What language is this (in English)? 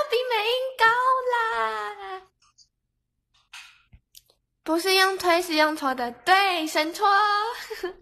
Chinese